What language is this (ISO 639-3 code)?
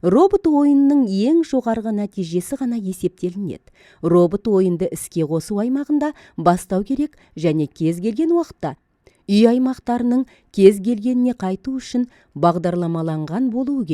kaz